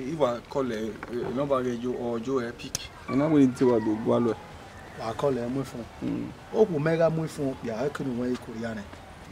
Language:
Bini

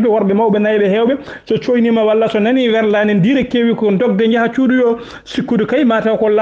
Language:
Fula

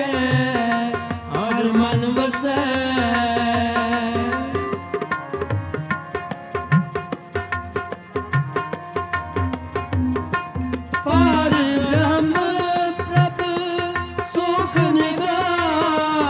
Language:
Punjabi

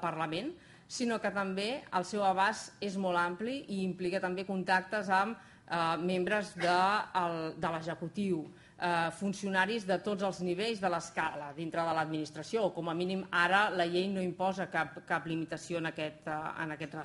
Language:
Catalan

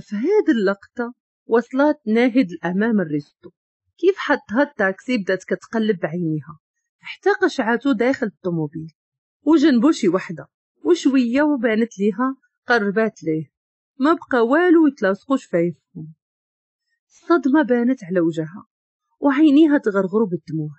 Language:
Moroccan Arabic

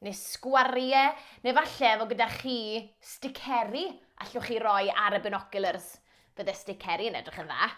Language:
Welsh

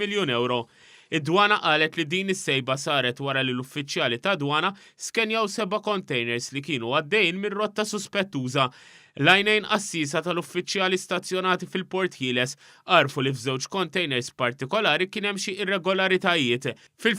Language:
Maltese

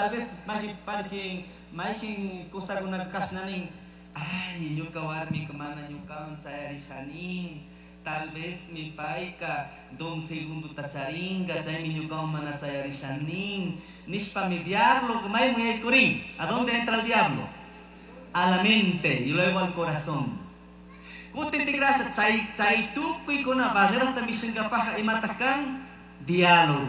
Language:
Chimborazo Highland Quichua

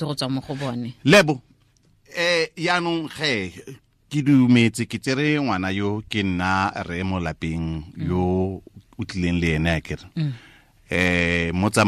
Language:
Tswana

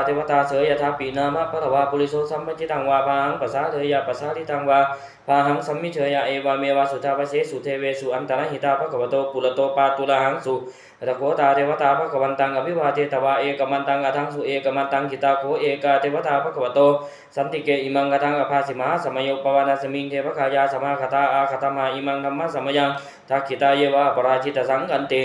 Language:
Pali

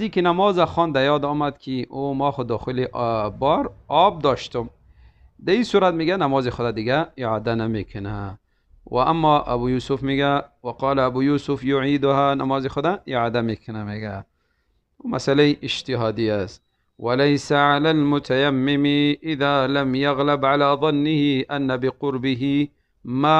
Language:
Tajik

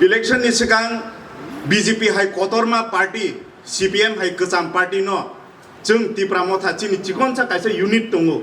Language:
Kok Borok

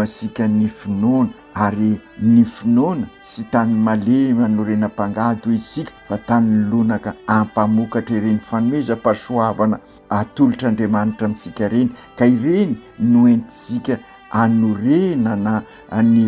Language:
Malagasy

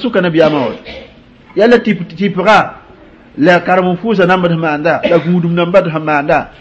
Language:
Mossi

